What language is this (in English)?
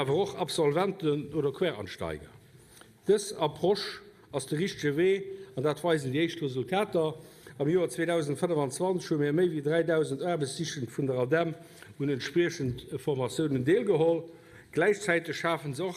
Luxembourgish